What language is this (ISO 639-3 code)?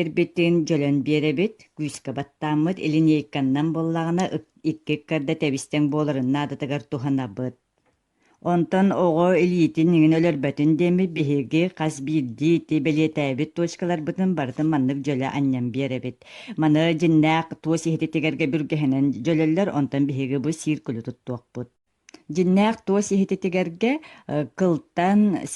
sah